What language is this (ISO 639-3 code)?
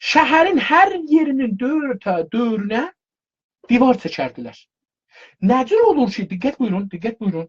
azb